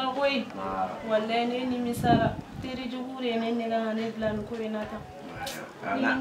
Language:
Bambara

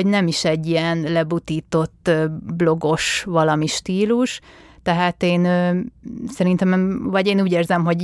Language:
Hungarian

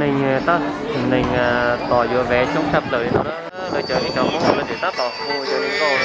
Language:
Hmong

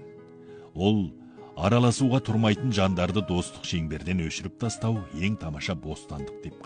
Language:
Kazakh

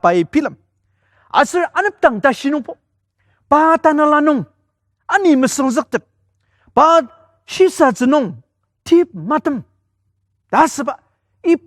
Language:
Ao Naga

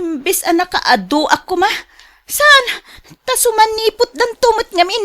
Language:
Iloko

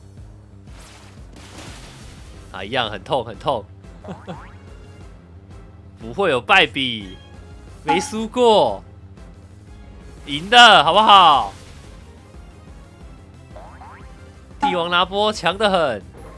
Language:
Chinese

